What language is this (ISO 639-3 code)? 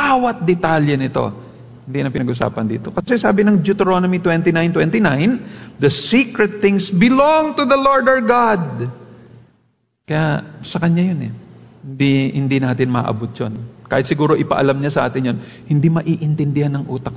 fil